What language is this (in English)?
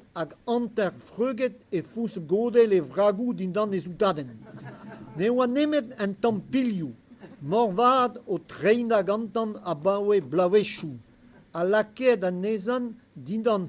Breton